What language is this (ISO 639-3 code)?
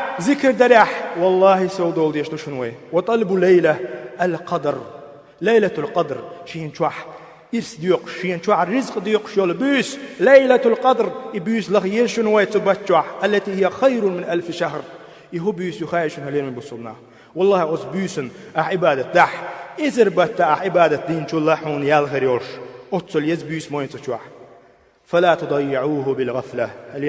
che